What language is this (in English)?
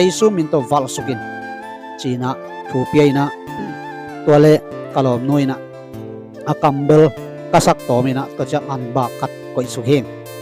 Tedim Chin